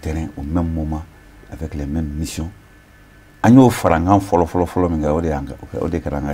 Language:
Bambara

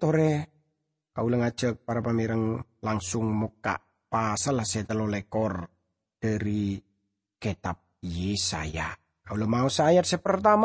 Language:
Madurese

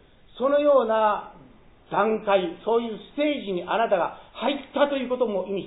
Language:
Japanese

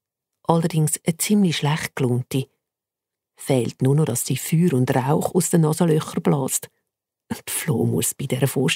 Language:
Swiss German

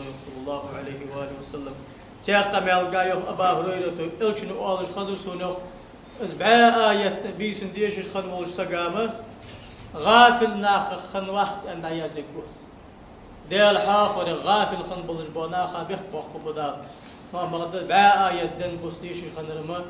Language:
Ingush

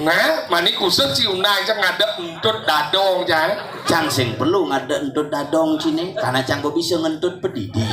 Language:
Balinese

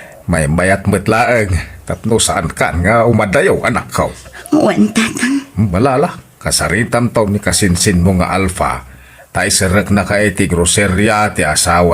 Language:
Iloko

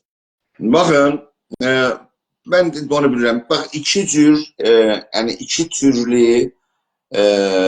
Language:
South Azerbaijani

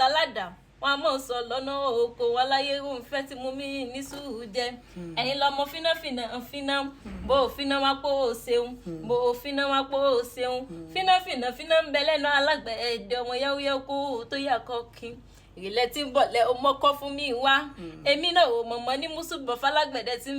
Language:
Yoruba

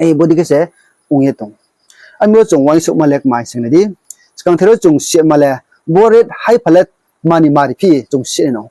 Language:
Riang (India)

